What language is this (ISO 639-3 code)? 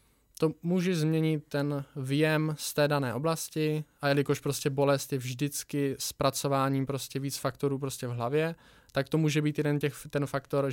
ces